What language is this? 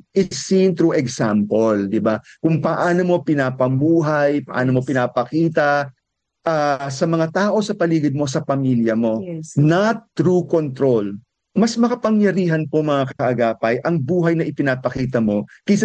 Filipino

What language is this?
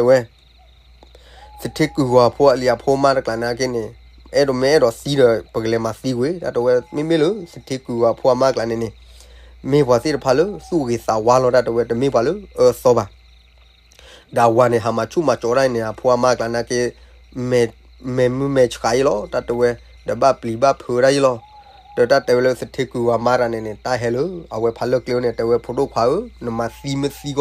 S'gaw Karen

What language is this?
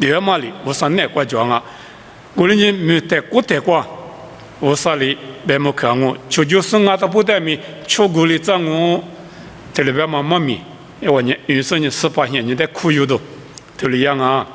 Lisu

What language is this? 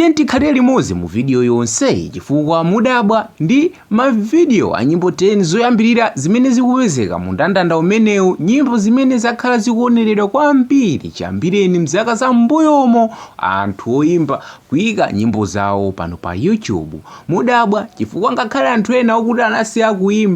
Nyanja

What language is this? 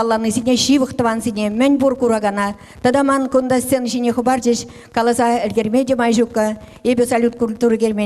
Chuvash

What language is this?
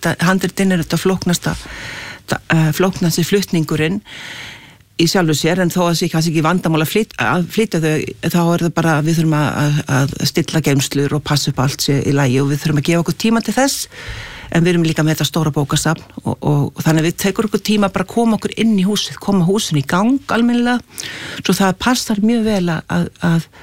Icelandic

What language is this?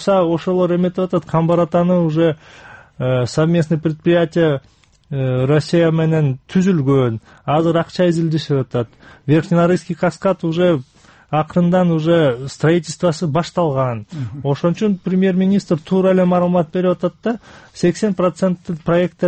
Kyrgyz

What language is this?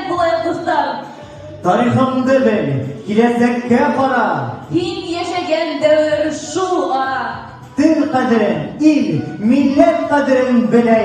Bashkir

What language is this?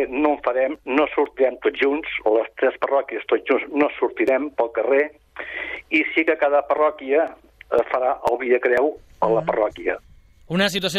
Catalan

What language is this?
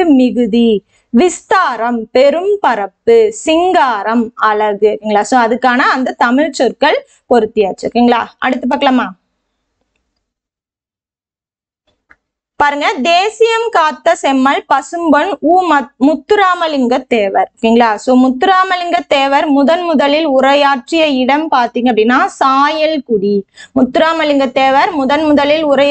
Tamil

